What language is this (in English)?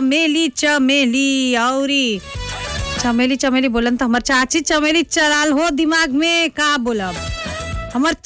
Bhojpuri